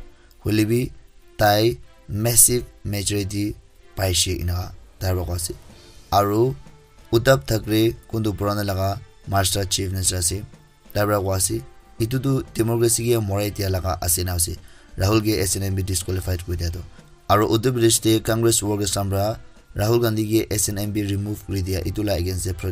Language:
Naga Pidgin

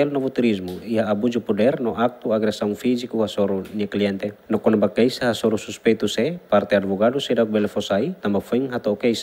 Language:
Tetum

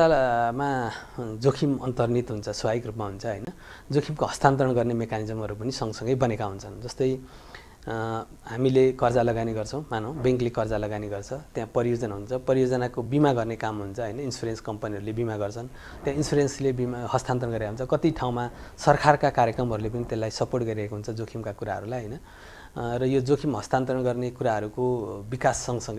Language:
Nepali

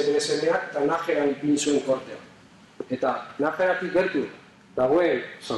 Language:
Basque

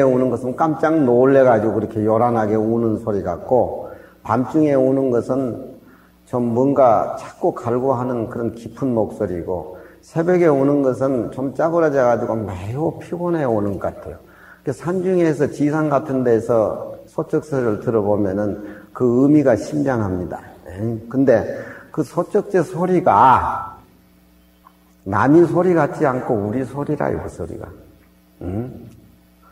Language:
Korean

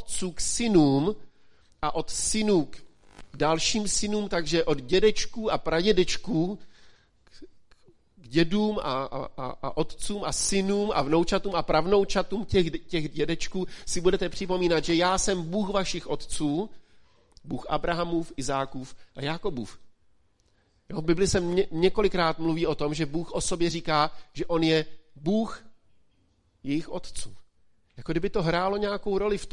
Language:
Czech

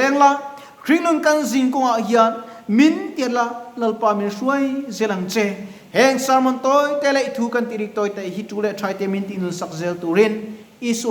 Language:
Mizo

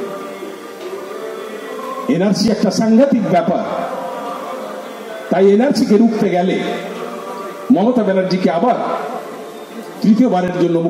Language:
Bangla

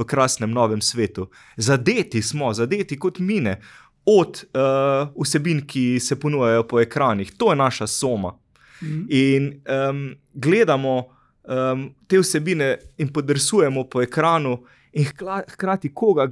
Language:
Slovenian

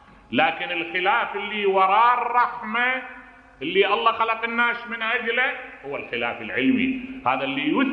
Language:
Mesopotamian Arabic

